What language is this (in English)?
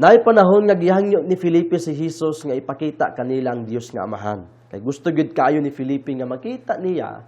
Cebuano